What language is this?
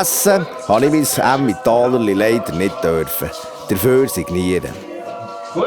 Swiss German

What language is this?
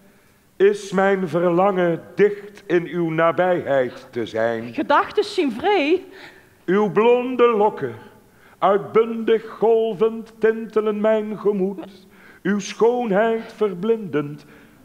Limburgish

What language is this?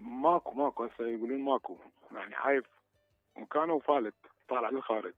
Mesopotamian Arabic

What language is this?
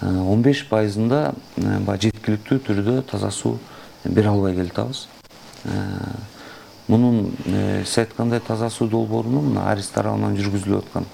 Kyrgyz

